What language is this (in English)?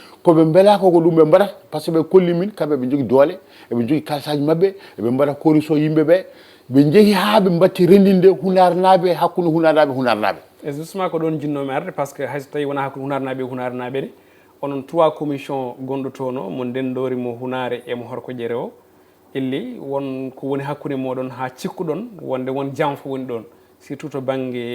Fula